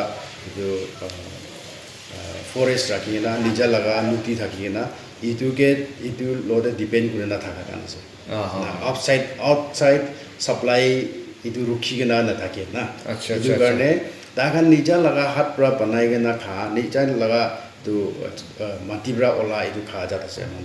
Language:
Naga Pidgin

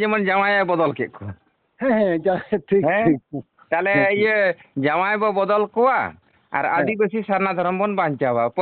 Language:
Santali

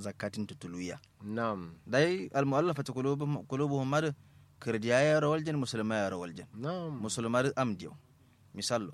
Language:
Kanuri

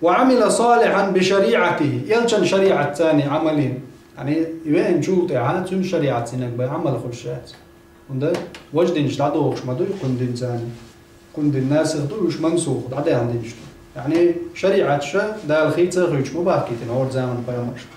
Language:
Chechen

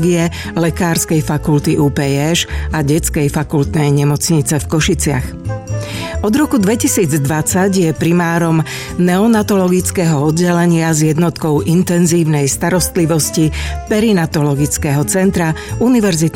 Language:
Slovak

